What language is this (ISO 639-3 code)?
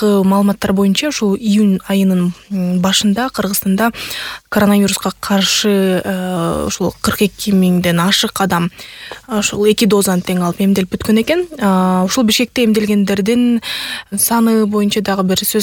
kir